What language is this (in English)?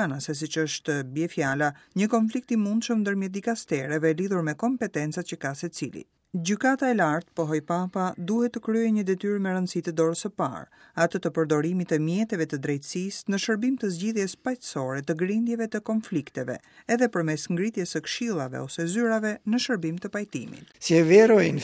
Albanian